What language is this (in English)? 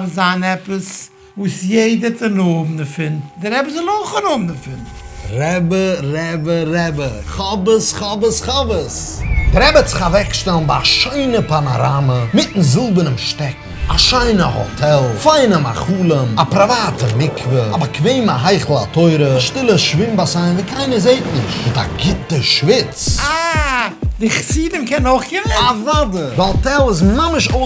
Yiddish